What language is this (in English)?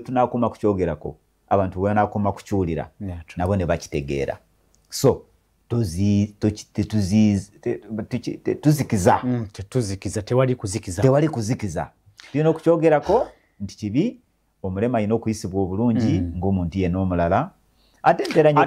Ganda